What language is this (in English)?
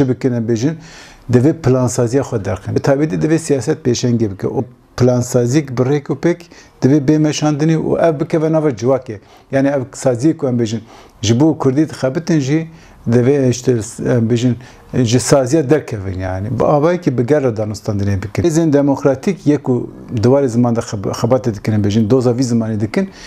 Kurdish